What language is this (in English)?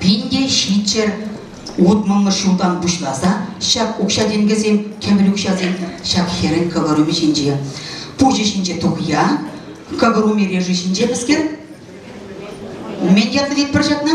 Chuvash